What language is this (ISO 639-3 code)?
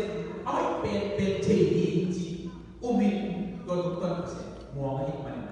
ctd